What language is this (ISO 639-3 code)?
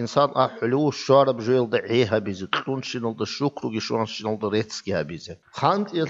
ava